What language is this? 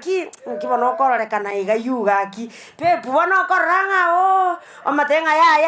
Gusii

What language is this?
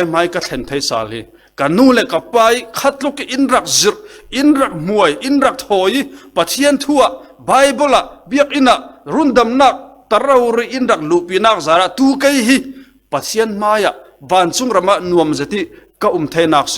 Falam Chin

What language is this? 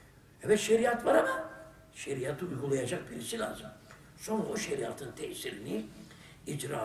Turkish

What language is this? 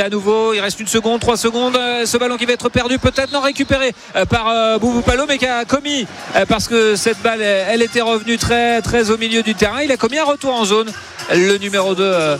French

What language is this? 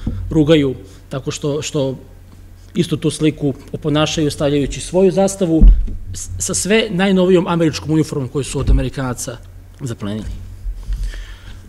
Serbian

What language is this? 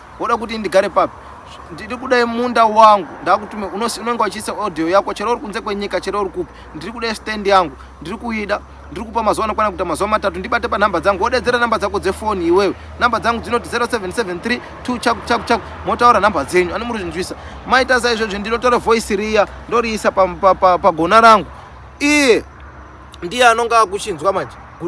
Shona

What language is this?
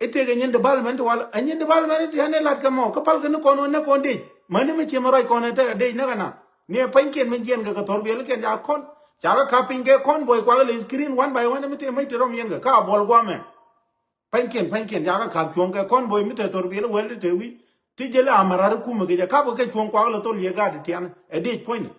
Nuer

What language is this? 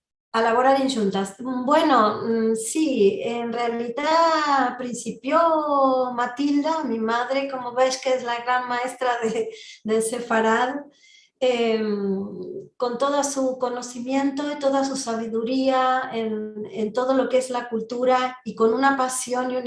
Ladino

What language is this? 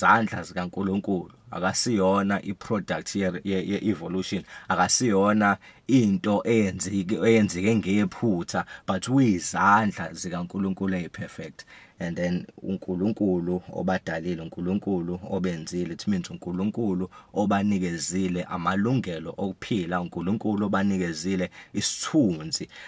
Zulu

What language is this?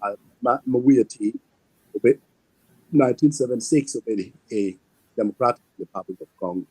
Acoli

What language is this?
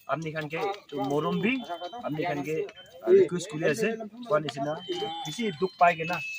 Naga Pidgin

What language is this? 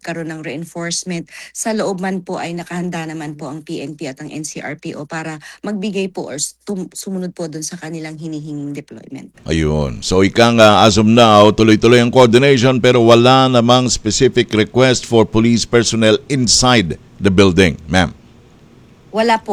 Filipino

